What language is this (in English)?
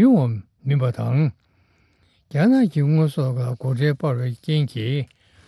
Tibetan